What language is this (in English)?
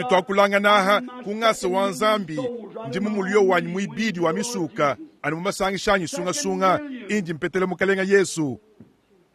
Luba-Lulua